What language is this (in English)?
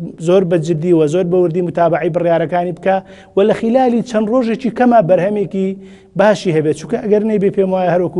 Central Kurdish